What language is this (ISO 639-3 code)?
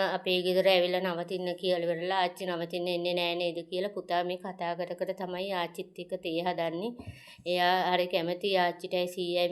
sin